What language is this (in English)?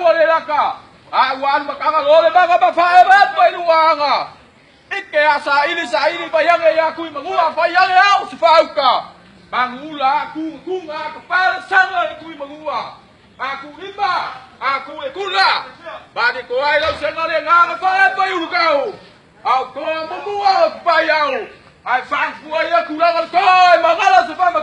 Samoan